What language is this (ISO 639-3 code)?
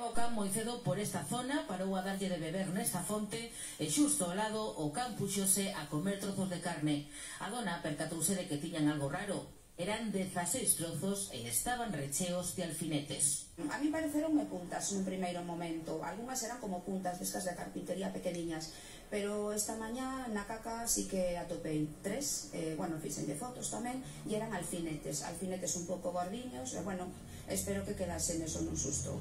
glg